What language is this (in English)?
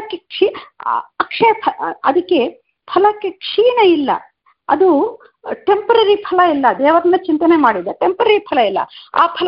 Kannada